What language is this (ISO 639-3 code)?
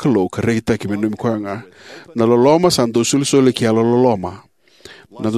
fij